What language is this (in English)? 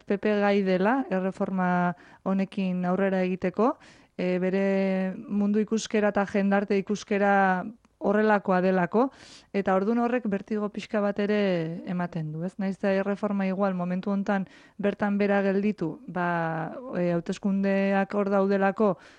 Basque